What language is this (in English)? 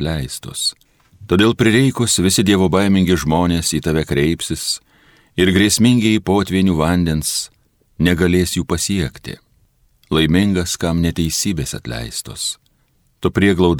Lithuanian